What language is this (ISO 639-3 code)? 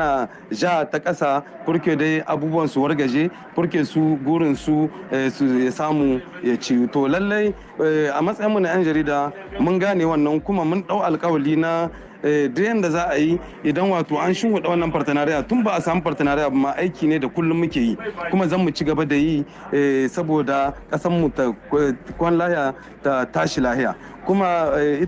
hau